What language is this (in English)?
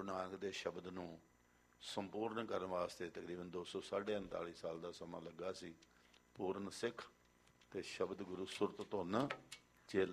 Punjabi